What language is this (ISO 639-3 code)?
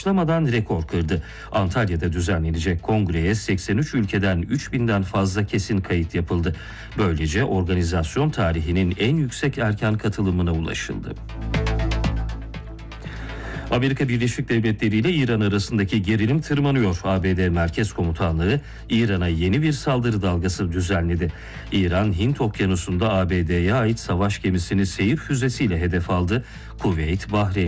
tur